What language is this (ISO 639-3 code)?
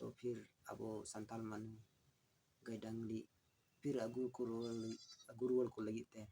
sat